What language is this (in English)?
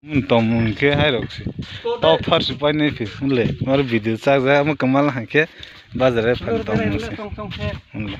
Kok Borok